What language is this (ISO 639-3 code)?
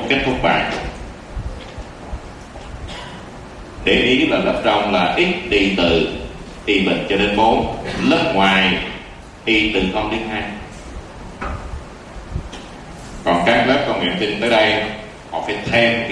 vie